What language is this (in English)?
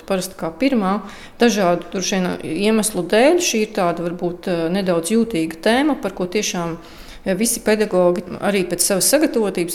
Latvian